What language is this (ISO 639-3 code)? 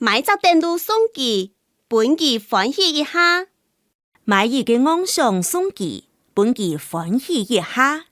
hak